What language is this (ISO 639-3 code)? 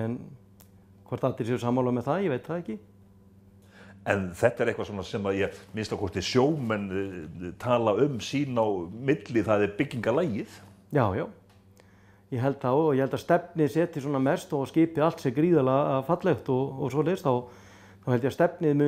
isl